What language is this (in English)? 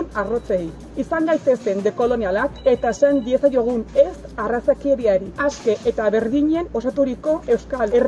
Basque